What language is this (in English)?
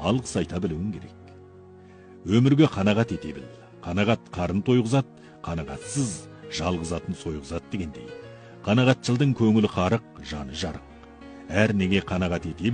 Kazakh